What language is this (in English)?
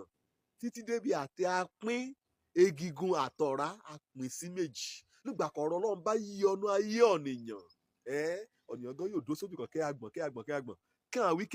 Yoruba